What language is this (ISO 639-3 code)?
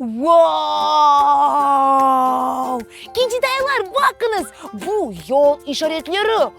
crh